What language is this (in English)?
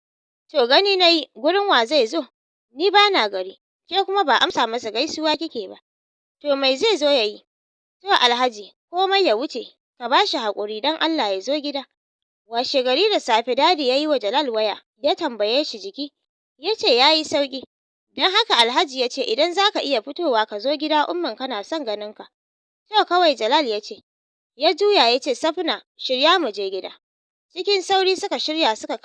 Hausa